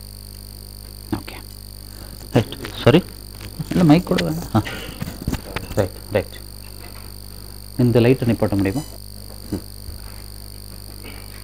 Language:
Tamil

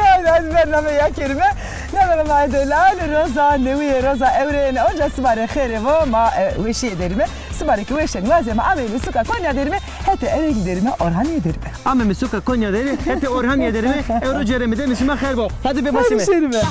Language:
Zaza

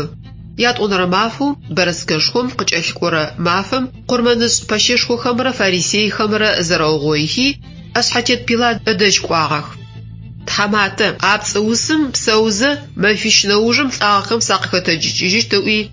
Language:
Adyghe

